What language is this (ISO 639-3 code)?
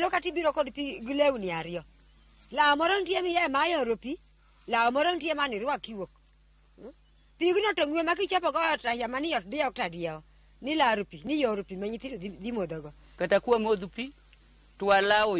luo